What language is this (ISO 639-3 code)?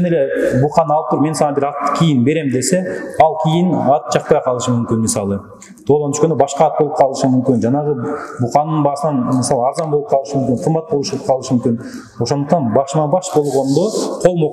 kir